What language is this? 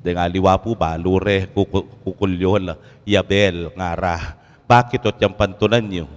Pampanga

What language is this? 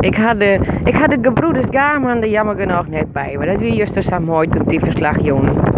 Western Frisian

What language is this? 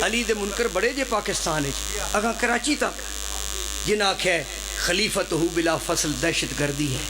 Pahari-Potwari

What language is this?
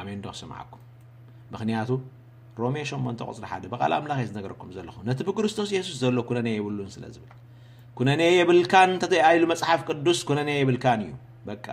Tigrinya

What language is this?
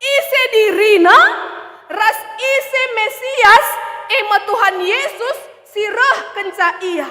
Batak Karo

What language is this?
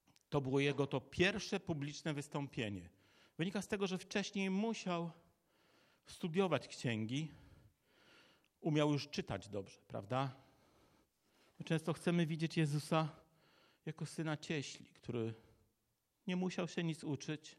Polish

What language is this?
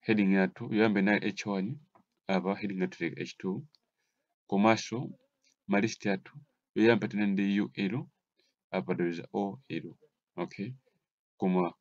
Nyanja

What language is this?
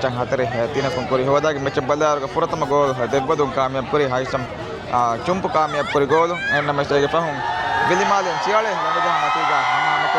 Divehi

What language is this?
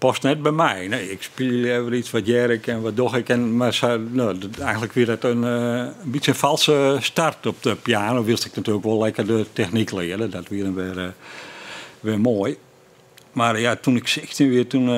Western Frisian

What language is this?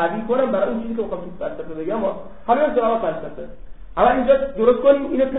Persian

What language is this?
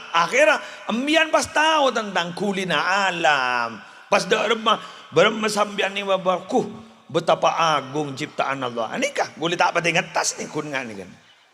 Madurese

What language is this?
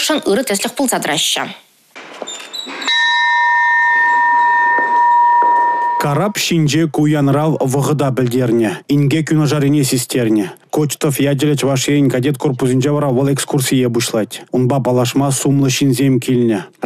Chuvash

